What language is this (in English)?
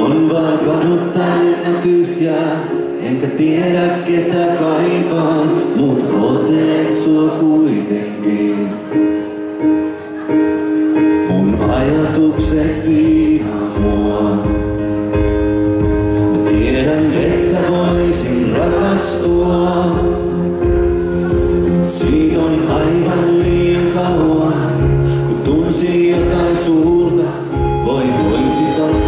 Finnish